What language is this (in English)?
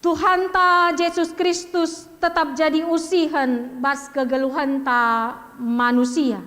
Batak Karo